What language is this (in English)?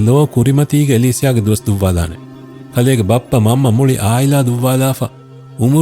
Divehi